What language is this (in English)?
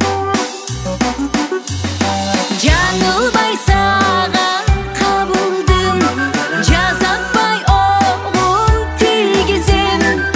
Kyrgyz